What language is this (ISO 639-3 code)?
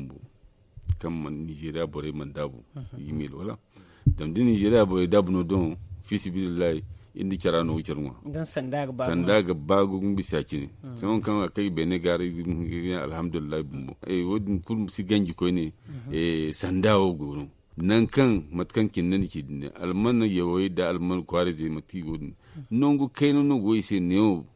dje